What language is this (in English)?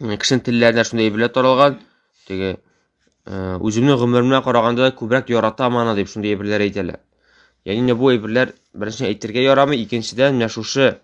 Tatar